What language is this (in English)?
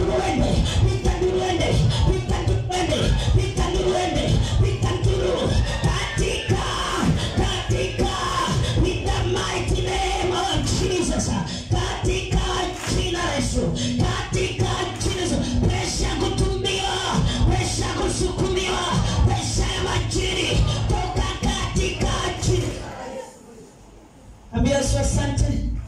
Swahili